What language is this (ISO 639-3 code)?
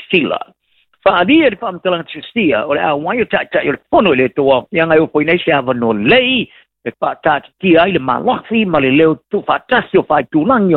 smo